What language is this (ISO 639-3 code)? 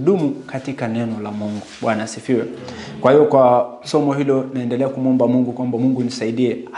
swa